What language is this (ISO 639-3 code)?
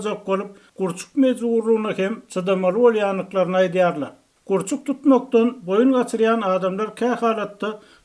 tuk